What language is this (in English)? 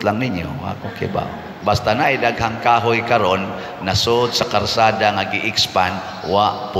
Cebuano